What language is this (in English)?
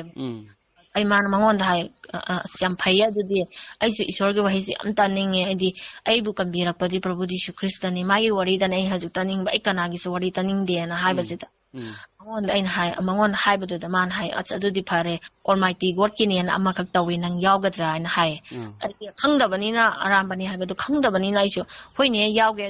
Manipuri